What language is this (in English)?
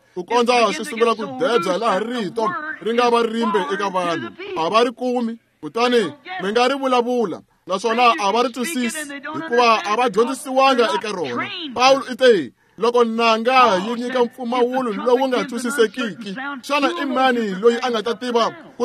Tsonga